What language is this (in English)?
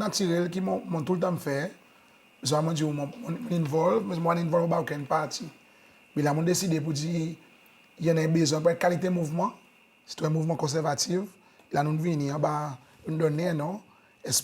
Seselwa Creole French